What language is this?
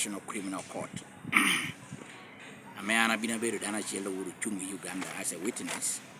Lango (Uganda)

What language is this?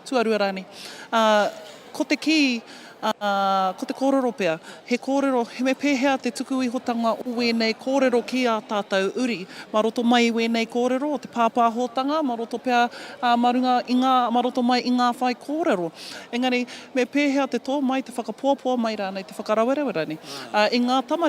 Māori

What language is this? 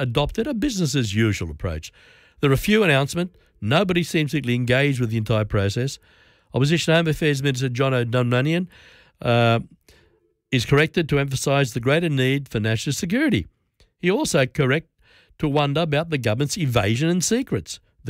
English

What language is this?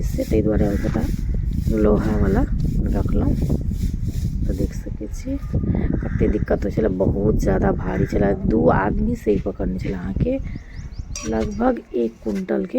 Maithili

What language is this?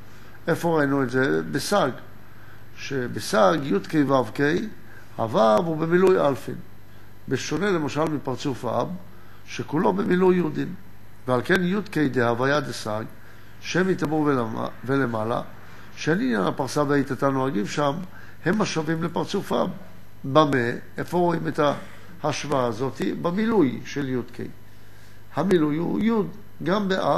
Hebrew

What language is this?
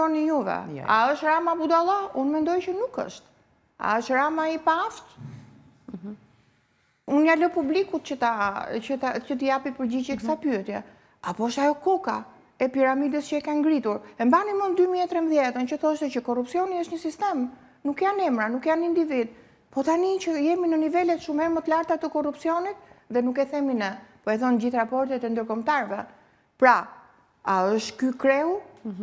Albanian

